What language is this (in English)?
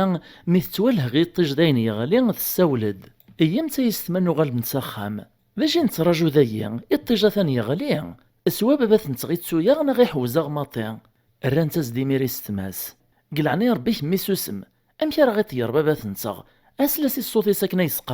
Kabyle